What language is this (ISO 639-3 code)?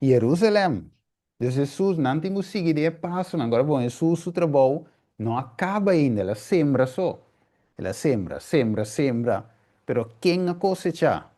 pap